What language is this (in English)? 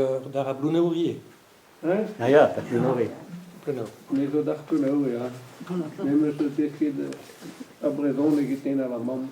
Breton